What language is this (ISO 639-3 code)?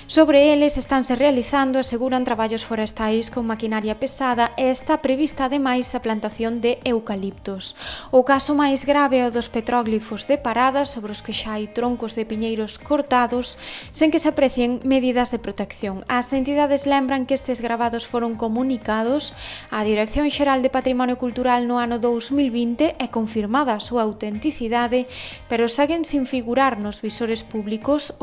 glg